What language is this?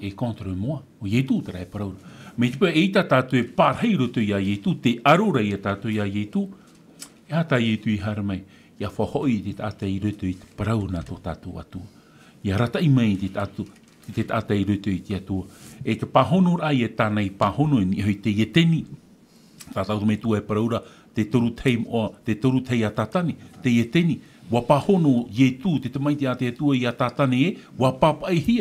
Tahitian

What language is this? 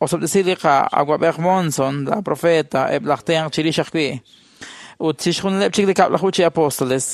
Kekchí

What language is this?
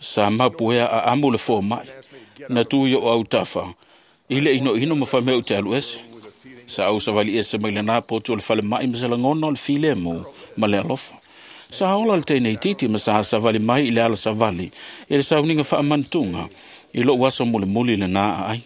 Samoan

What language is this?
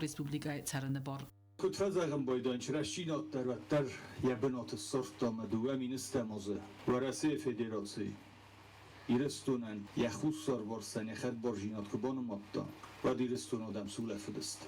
Ossetic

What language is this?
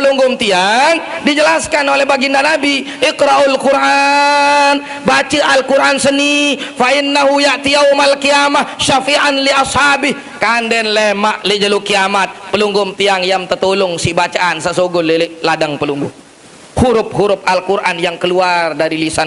Sasak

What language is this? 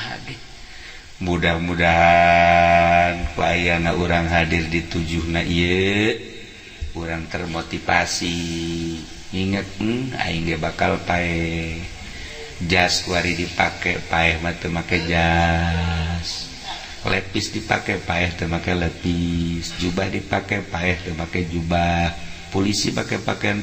Sundanese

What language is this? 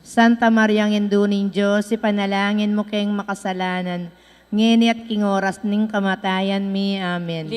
Pampanga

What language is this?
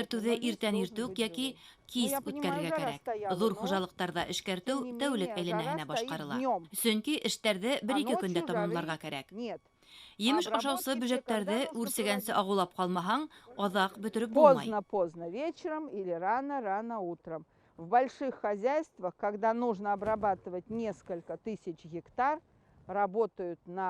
Bashkir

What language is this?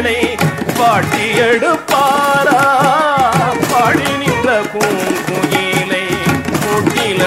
Tamil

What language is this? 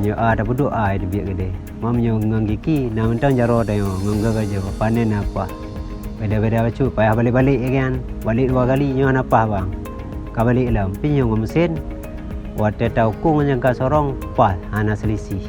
Achinese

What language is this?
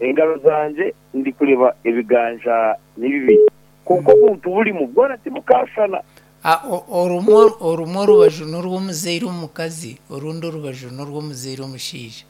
Nyankole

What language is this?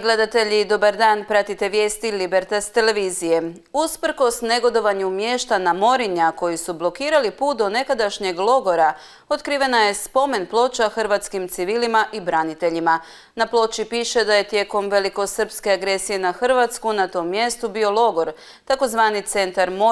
Croatian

